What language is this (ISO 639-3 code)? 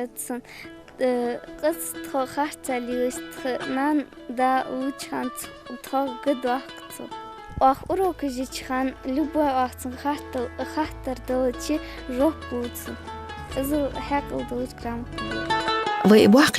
inh